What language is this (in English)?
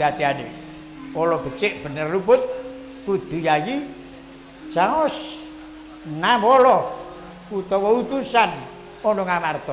Javanese